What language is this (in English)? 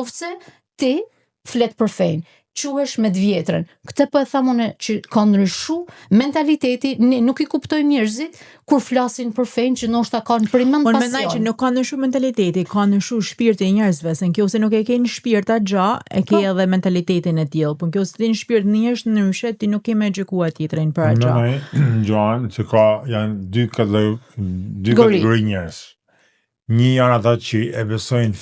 Albanian